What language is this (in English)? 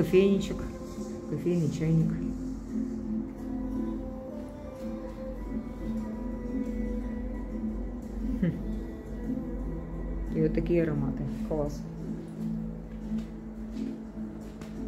Russian